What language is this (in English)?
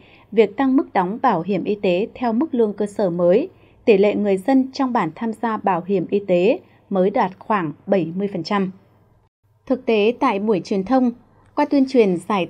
Vietnamese